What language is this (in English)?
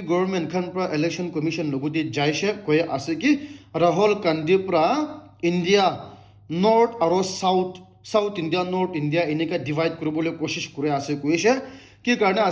Naga Pidgin